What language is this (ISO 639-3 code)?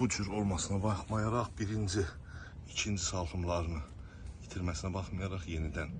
aze